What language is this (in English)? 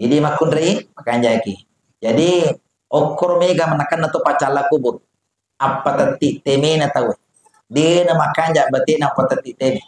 Buginese